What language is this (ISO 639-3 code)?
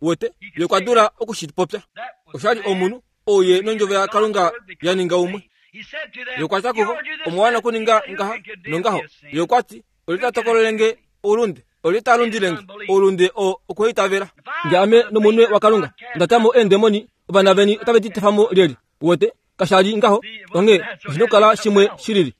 kua